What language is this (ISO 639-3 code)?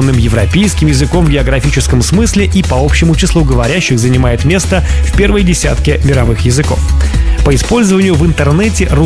rus